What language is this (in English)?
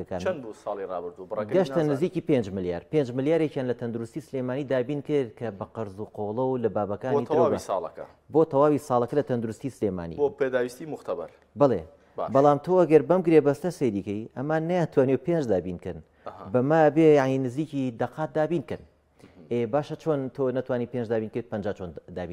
Central Kurdish